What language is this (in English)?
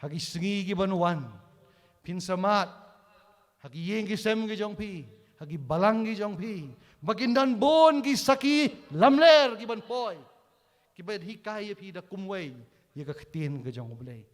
Khasi